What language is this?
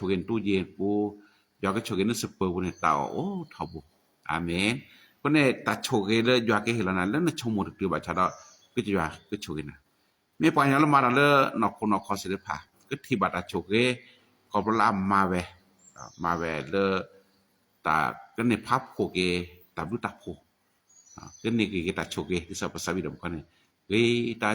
S'gaw Karen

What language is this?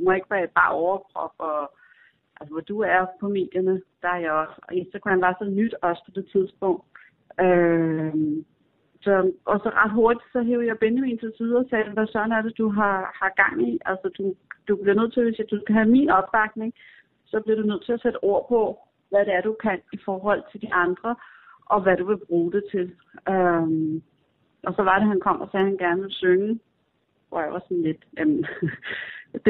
Danish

